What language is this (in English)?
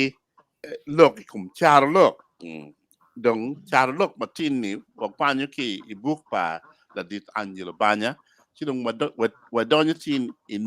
Acoli